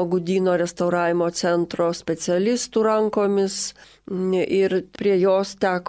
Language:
Lithuanian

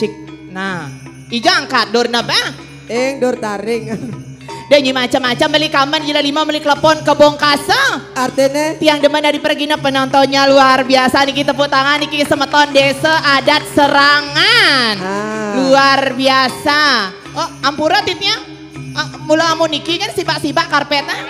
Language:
Balinese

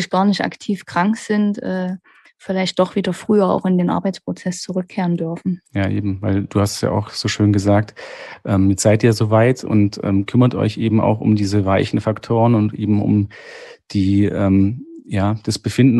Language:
German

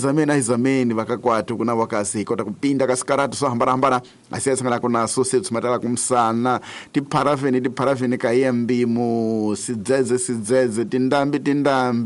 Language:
Tsonga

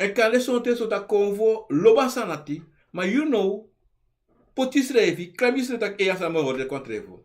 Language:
Sranan Tongo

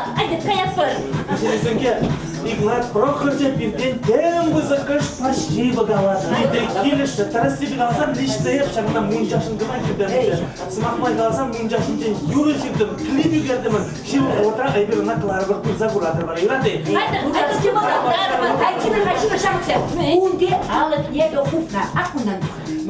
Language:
Chuvash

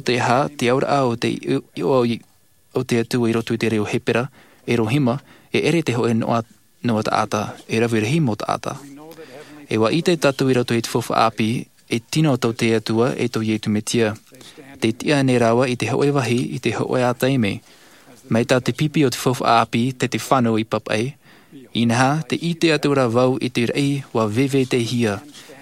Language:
Tahitian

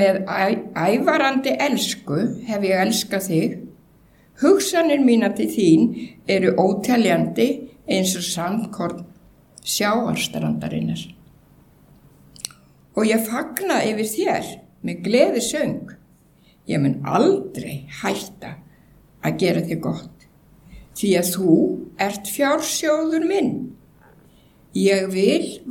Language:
Icelandic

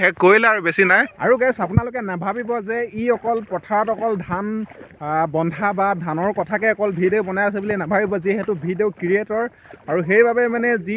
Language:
Assamese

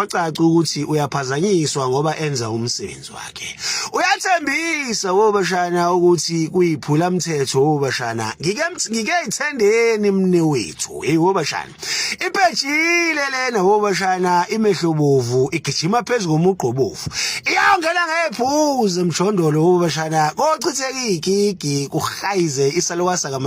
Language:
Zulu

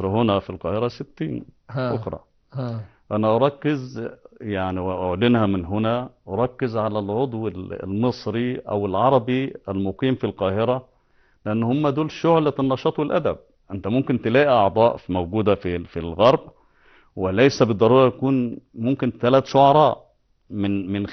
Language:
Egyptian Arabic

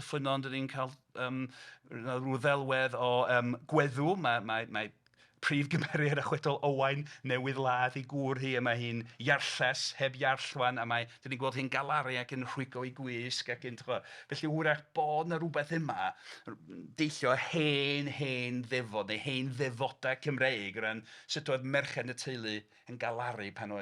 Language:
Welsh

